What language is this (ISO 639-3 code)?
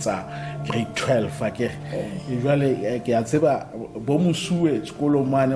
sot